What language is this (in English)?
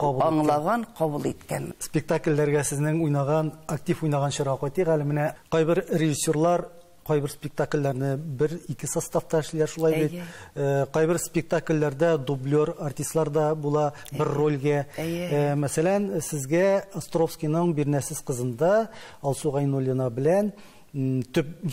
Tatar